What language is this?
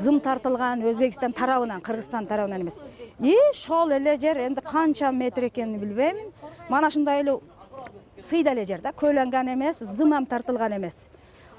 Kyrgyz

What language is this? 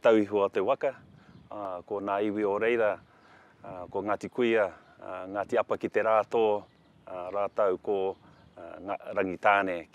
Māori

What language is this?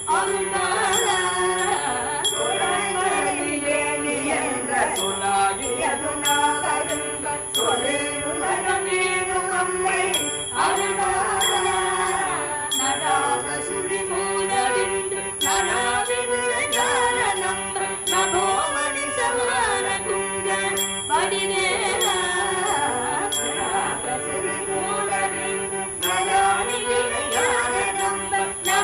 Tamil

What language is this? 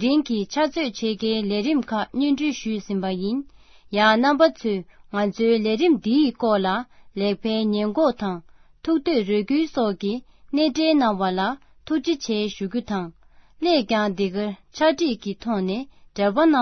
Tibetan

